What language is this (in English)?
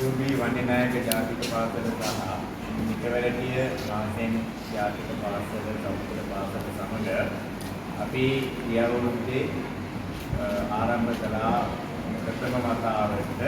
Sinhala